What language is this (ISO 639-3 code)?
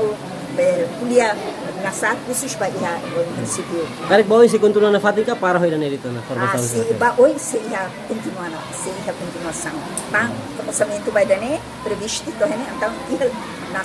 tet